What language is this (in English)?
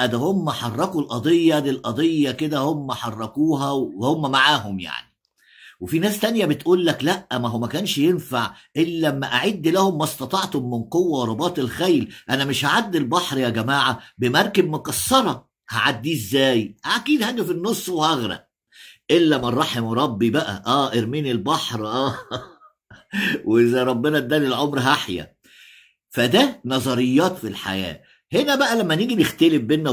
Egyptian Arabic